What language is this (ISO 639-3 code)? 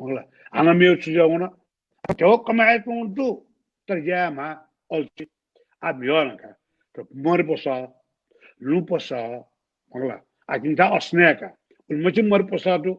new